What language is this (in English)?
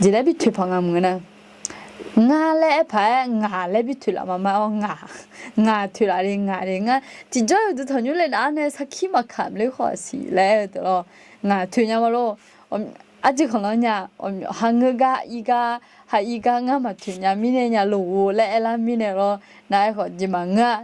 Akha